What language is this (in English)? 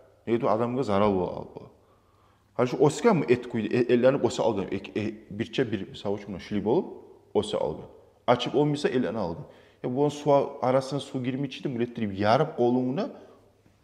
Kumyk